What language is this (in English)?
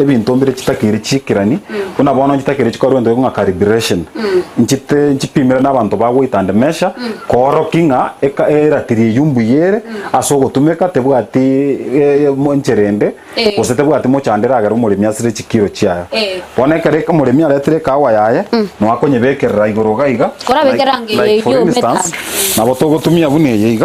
Gusii